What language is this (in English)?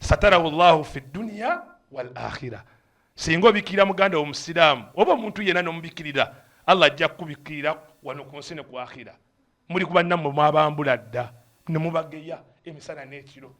Ganda